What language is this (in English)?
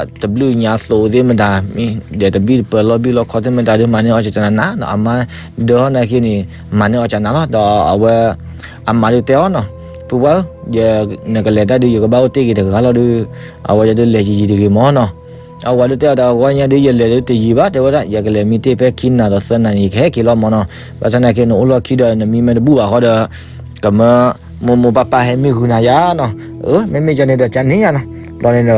S'gaw Karen